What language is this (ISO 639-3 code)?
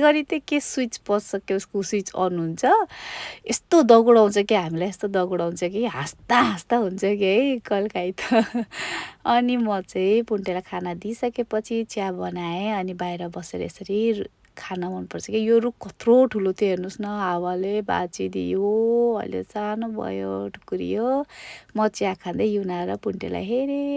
nep